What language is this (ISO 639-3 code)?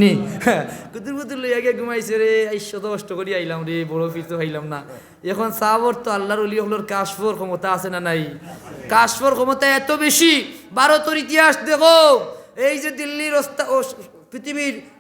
syl